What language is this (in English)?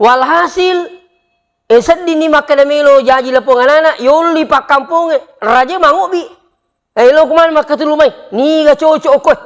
Buginese